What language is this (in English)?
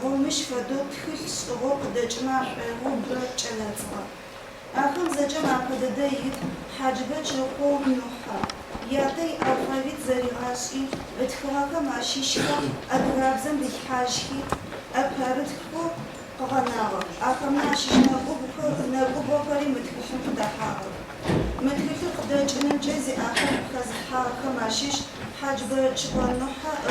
Adyghe